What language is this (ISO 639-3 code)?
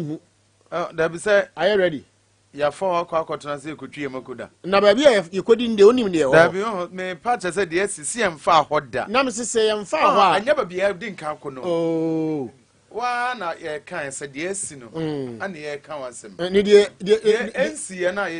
aka